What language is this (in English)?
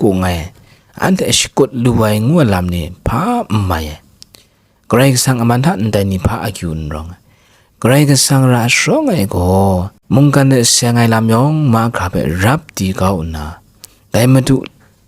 Kachin